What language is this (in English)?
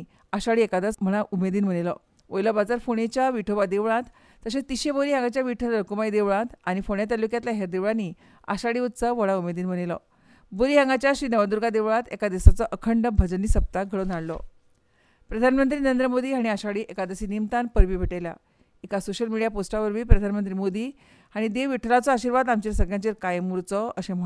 Konkani